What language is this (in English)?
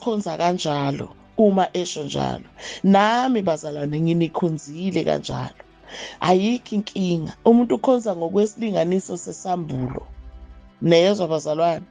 Zulu